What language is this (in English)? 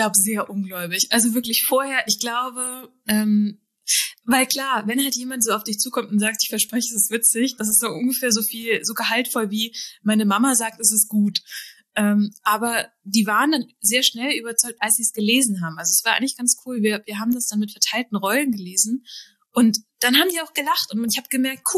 German